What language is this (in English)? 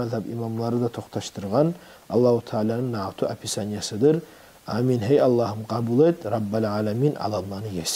Kumyk